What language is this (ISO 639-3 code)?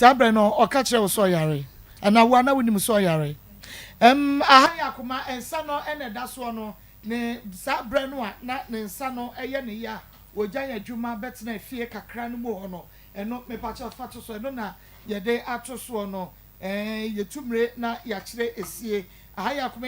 aka